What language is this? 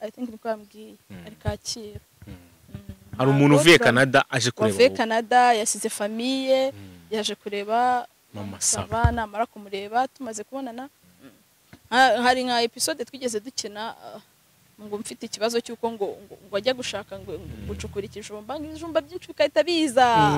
Kinyarwanda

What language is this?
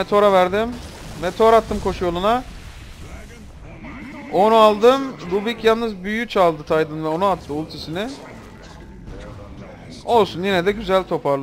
Turkish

